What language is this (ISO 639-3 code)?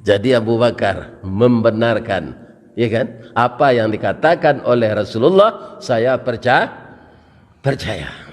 min